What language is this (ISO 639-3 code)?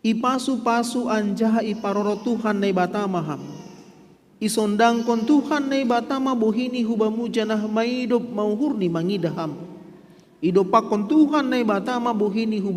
bts